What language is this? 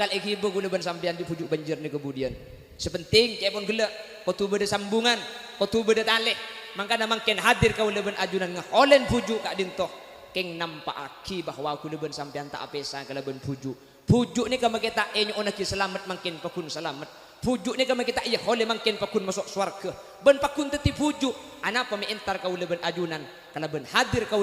Madurese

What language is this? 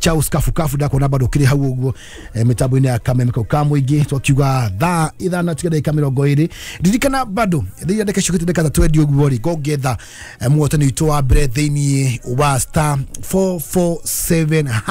Kikuyu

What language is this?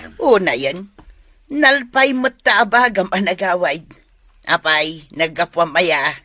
Iloko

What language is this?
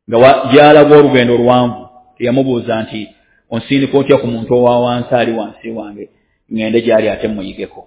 Ganda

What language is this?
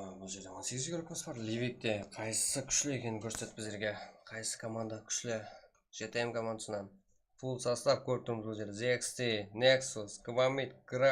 Kara-Kalpak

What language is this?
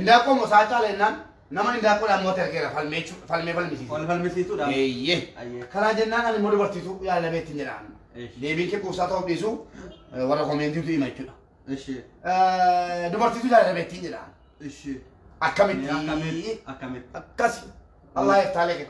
Oromo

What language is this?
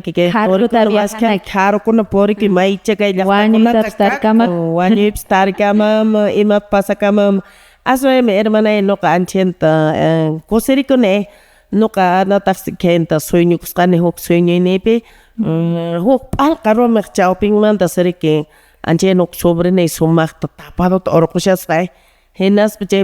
Quechua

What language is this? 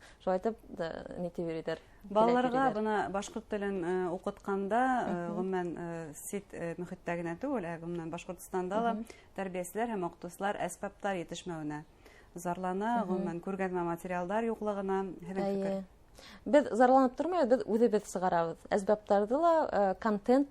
Bashkir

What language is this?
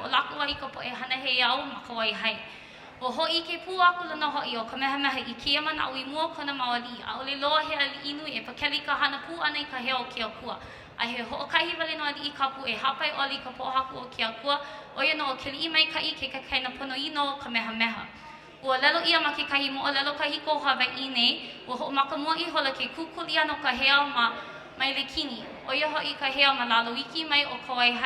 Hawaiian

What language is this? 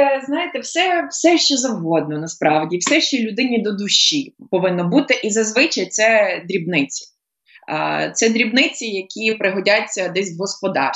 Ukrainian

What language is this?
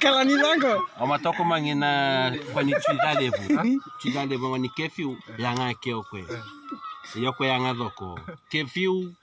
Fijian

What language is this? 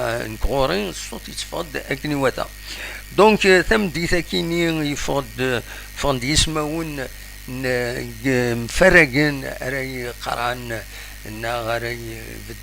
Kabyle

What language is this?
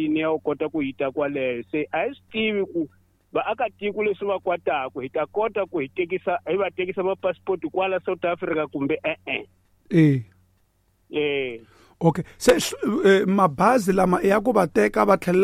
Tsonga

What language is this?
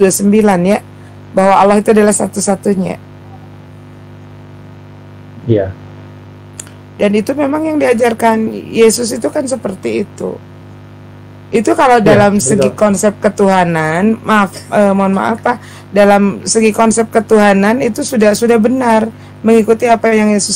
Indonesian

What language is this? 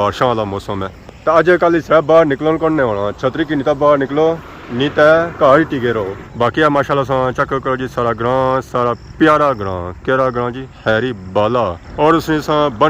Pahari-Potwari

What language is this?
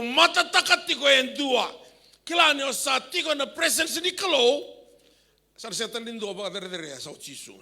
Fijian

